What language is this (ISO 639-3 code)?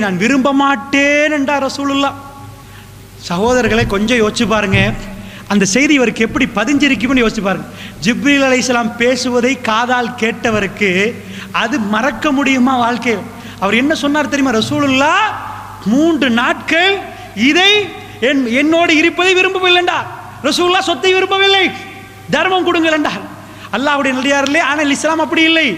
tam